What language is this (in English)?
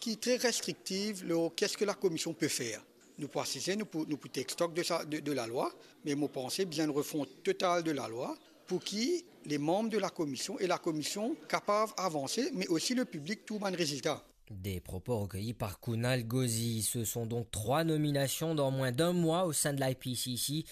Morisyen